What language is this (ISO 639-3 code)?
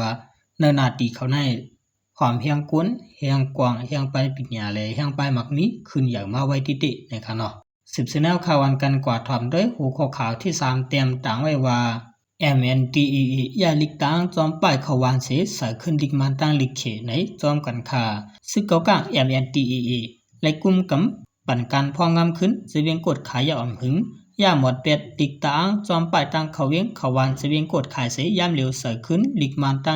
shn